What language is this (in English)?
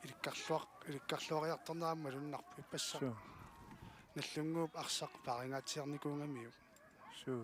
Kalaallisut